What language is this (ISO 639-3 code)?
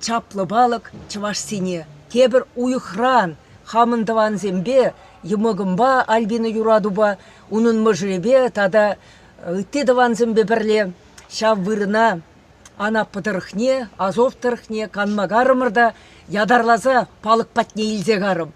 chv